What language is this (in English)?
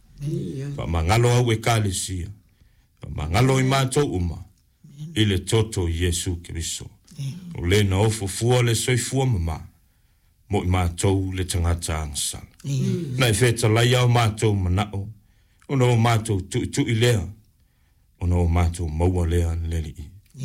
Samoan